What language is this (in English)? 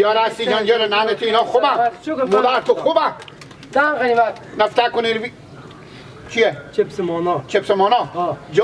Persian